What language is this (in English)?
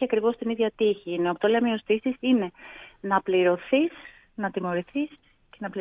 Greek